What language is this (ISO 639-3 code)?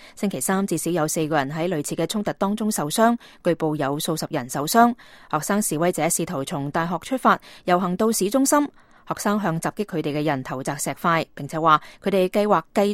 yue